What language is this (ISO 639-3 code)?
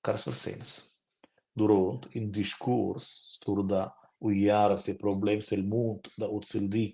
roh